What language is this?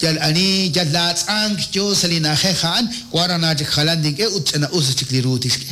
Kekchí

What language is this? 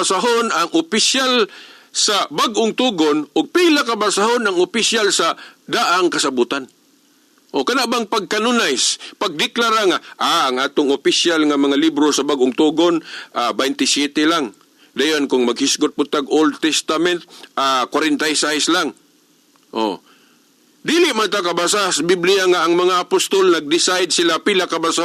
Cebuano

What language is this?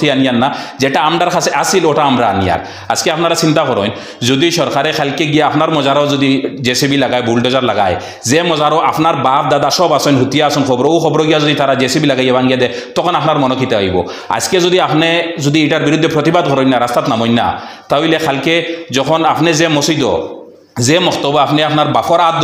Sylheti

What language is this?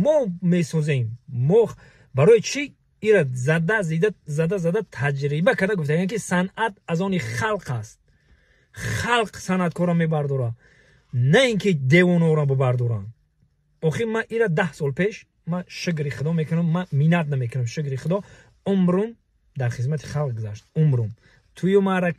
Tajik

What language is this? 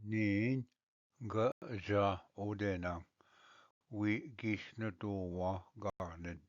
Ojibwa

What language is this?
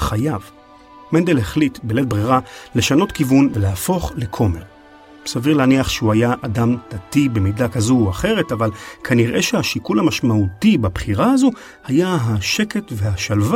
Hebrew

